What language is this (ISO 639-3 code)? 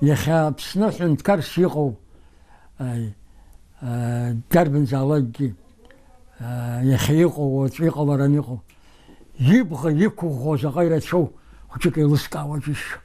abk